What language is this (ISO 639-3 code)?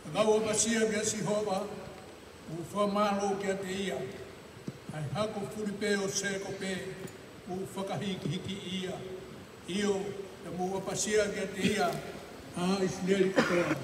ton